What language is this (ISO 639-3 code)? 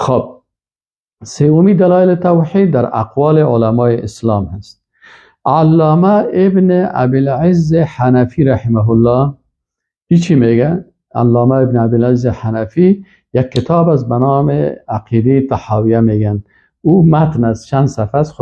fas